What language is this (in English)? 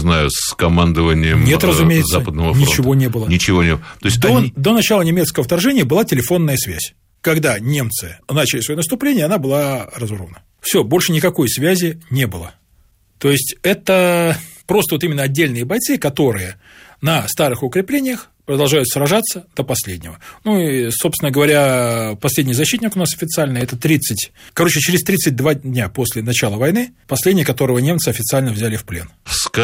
Russian